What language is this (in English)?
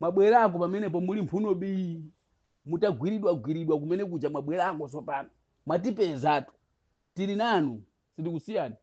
Nyanja